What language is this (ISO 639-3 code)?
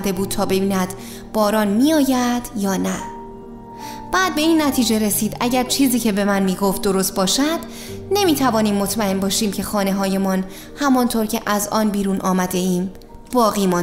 fas